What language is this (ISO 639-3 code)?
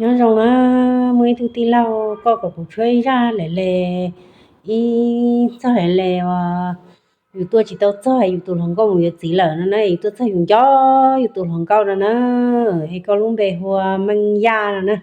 hmn